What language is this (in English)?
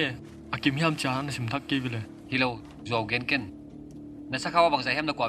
Paite Chin